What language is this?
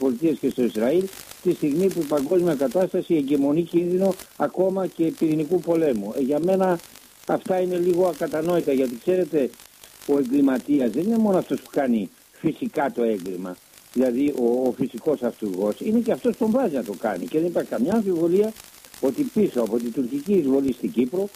Greek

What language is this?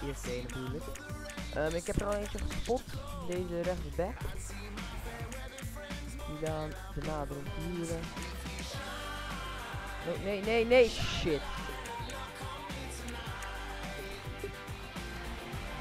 Dutch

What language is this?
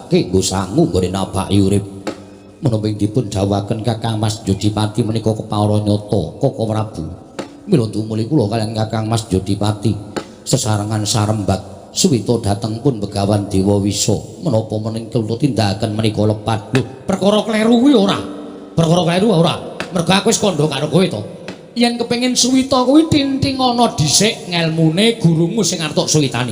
Javanese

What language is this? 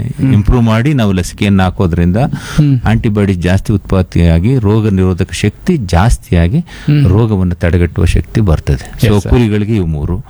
Kannada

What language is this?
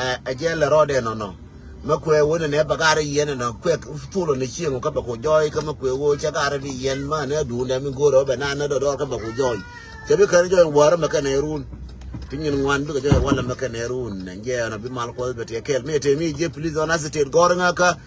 Nuer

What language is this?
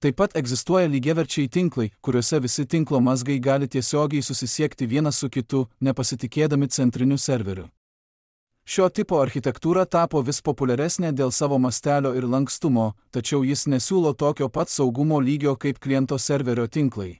Lithuanian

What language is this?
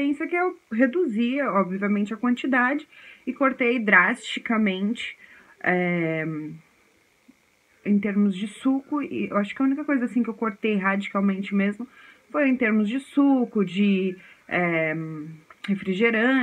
Portuguese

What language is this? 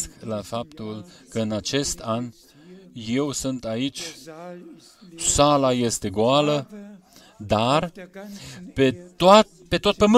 Romanian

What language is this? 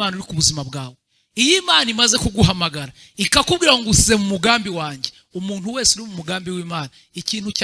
Kinyarwanda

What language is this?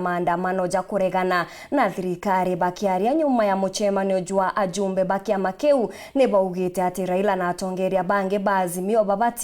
Meru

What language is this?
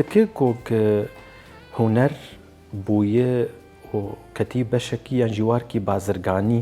Kurdish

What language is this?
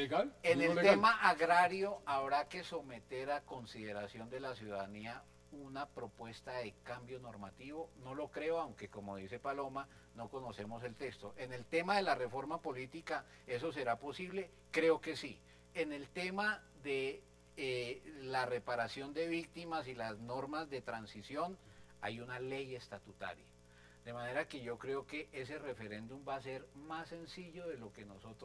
Spanish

